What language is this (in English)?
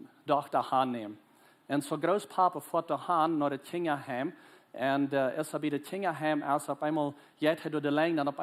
Plautdietsch